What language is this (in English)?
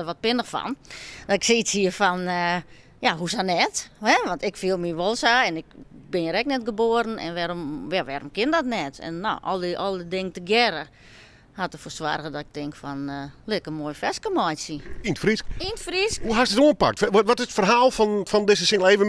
Western Frisian